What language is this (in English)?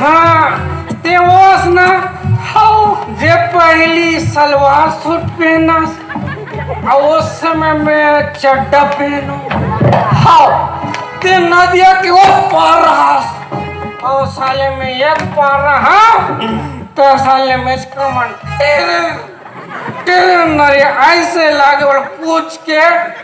Chhattisgarhi